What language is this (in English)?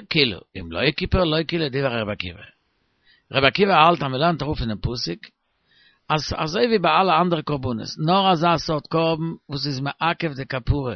Yiddish